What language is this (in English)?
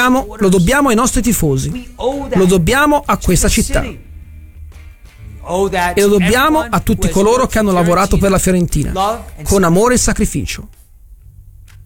Italian